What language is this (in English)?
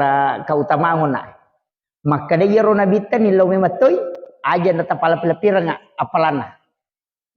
Buginese